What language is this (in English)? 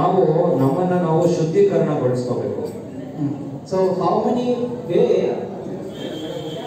Kannada